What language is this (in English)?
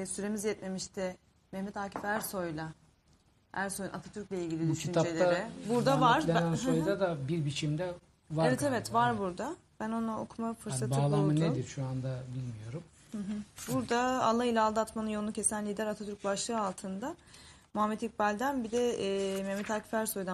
Turkish